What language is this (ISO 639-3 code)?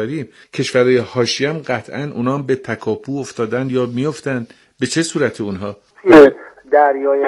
fas